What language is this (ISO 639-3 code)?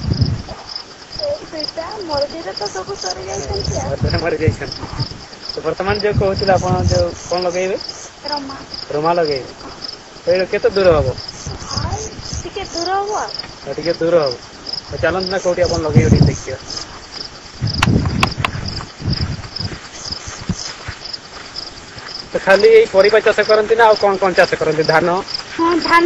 ori